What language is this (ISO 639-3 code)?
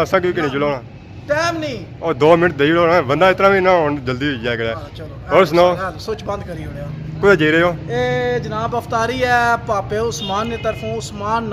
phr